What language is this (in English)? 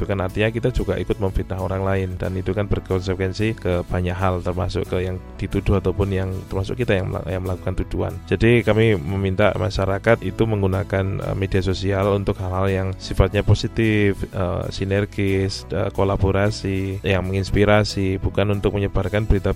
Indonesian